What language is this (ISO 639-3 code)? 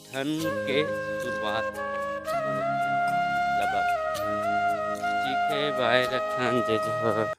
hne